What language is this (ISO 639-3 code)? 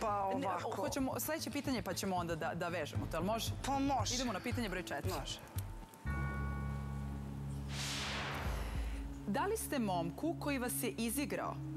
srp